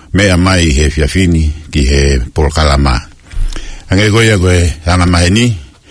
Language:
Tongan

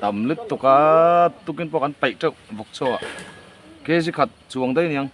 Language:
Mizo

